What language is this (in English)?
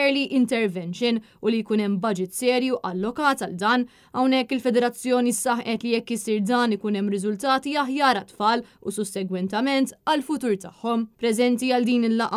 Maltese